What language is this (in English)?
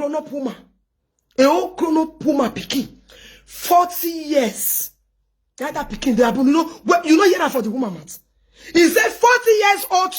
Nigerian Pidgin